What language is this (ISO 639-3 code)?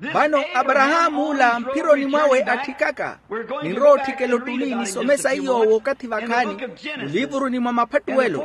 vmw